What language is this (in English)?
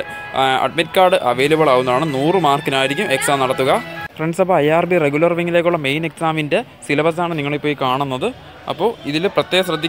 Malayalam